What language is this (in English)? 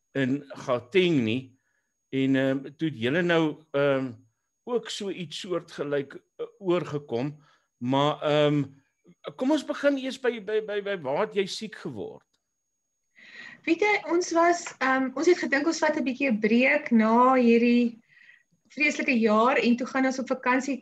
Afrikaans